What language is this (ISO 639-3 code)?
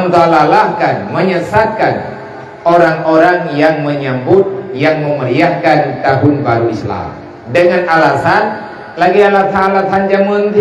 ace